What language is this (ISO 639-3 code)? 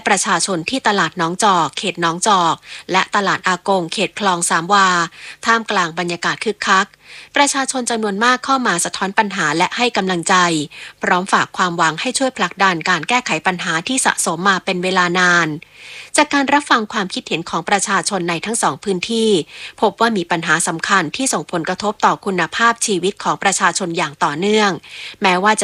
tha